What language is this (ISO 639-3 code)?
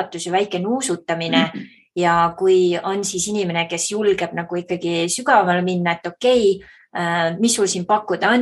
est